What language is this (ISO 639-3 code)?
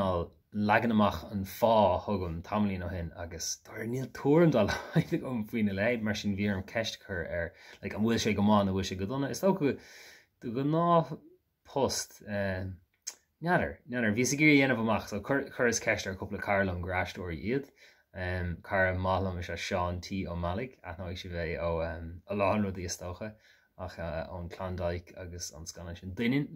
gle